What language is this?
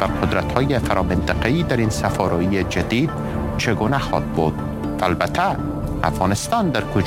Persian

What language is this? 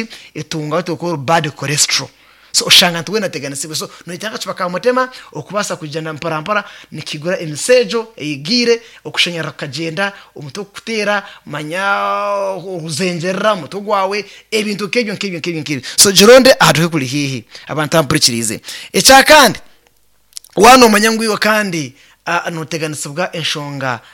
Nyankole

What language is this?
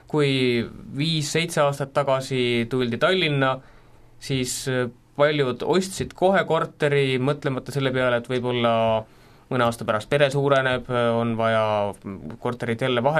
Estonian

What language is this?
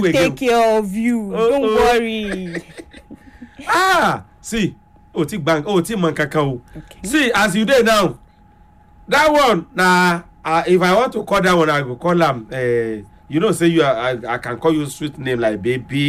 Nigerian Pidgin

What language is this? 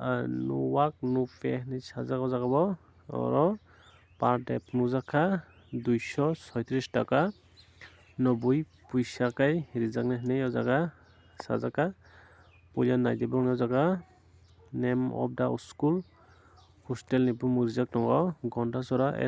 Kok Borok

